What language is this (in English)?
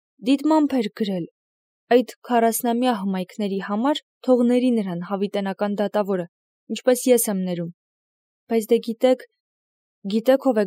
Armenian